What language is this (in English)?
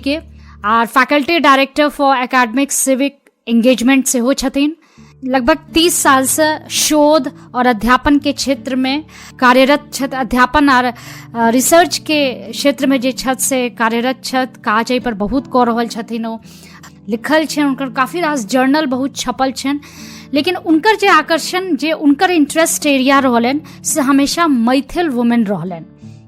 Maithili